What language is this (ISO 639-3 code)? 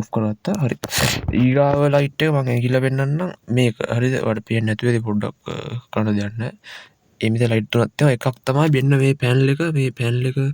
sin